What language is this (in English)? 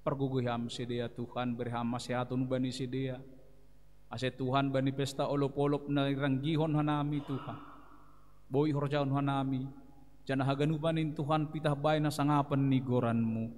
Batak Simalungun